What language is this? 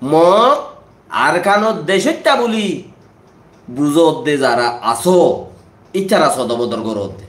Rohingya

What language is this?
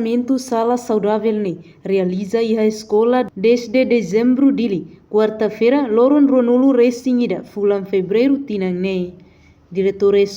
Tetum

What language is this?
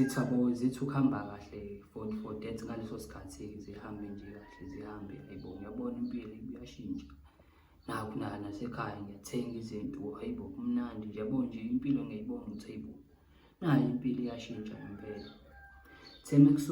Zulu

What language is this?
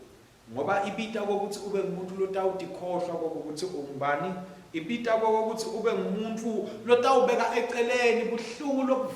Swati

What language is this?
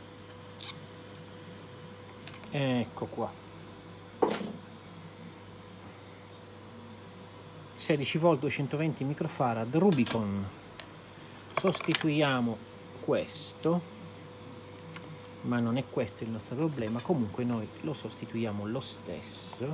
Italian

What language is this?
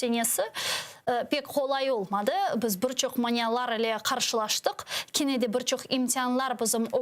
Crimean Tatar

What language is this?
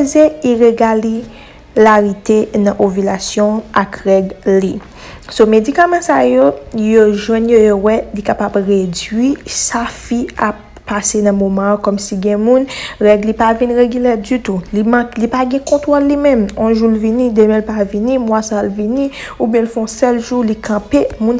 Haitian Creole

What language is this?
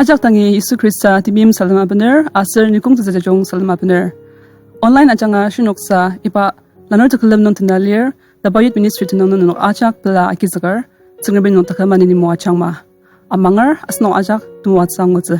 Ao Naga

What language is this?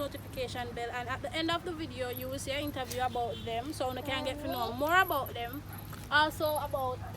Jamaican Creole English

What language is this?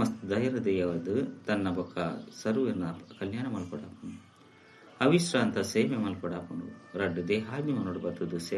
Tulu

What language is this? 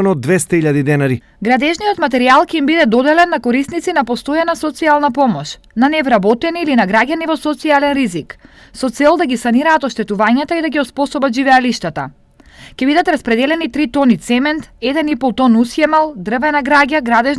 Macedonian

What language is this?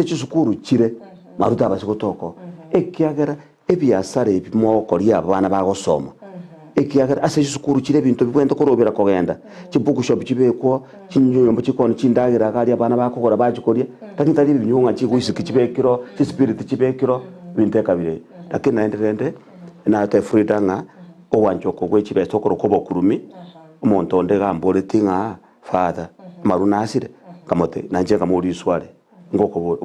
Gusii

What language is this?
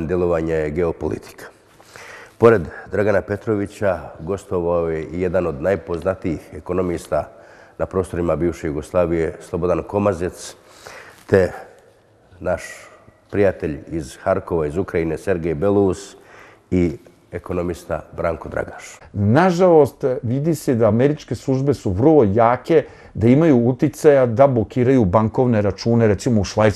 Serbian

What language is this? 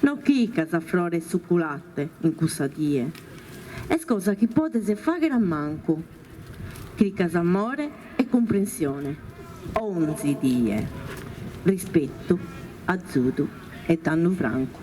Sardinian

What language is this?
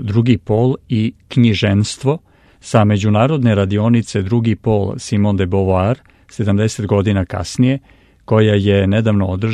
Serbian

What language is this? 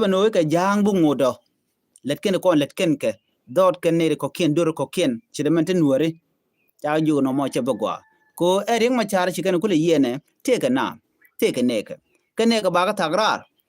Nuer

